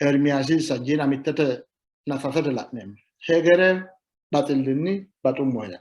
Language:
Sidamo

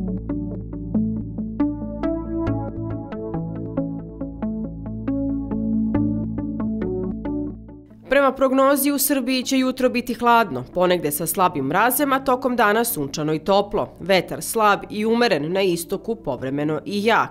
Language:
Serbian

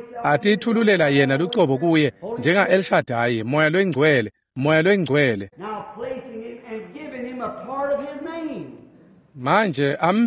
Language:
Swati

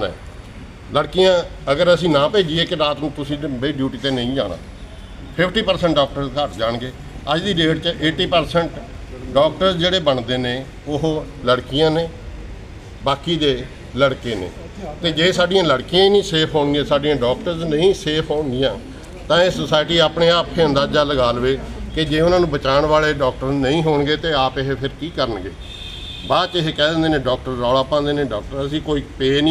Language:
Punjabi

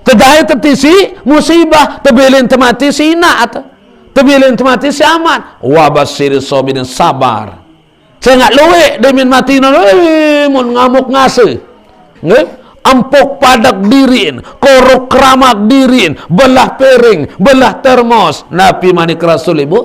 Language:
Sasak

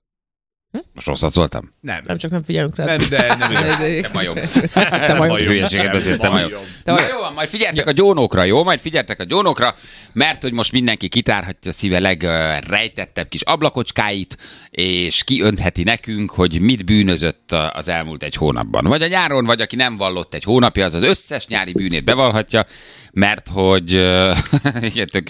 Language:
Hungarian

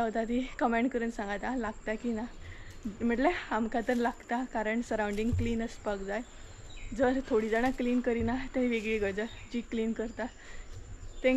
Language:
Konkani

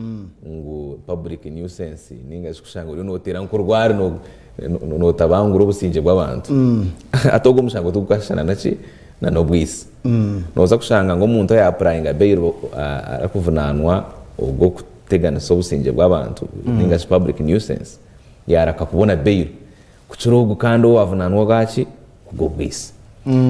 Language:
Nyankole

